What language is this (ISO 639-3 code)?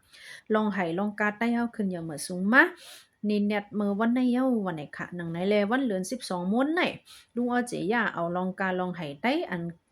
shn